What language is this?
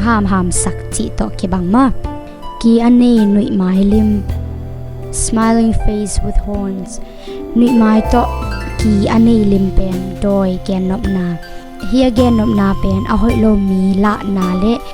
Tedim Chin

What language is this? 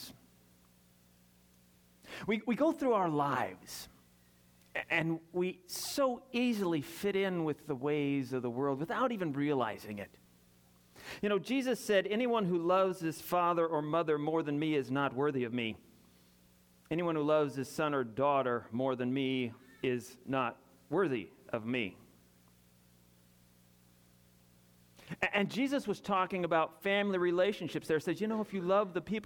English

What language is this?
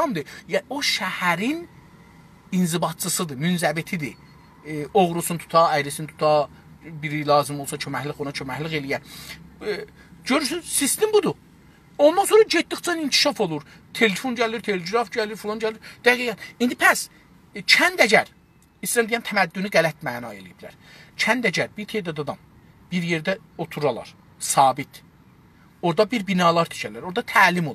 South Azerbaijani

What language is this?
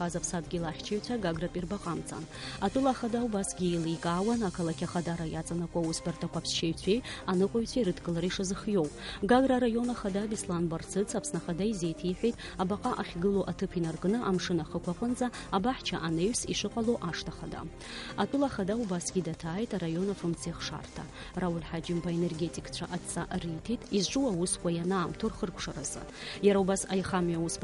Abkhazian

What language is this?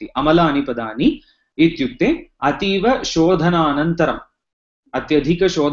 Sanskrit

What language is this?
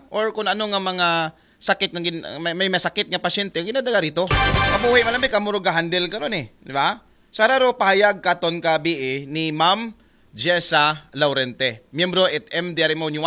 Aklanon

